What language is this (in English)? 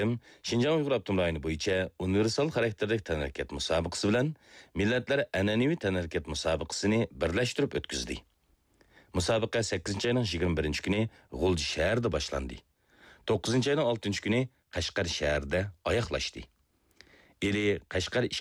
Uyghur